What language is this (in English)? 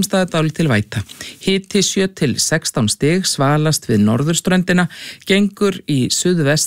Icelandic